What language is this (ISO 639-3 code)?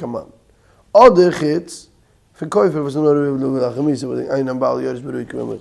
yid